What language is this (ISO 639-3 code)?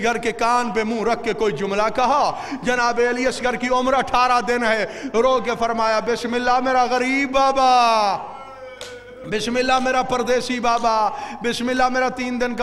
urd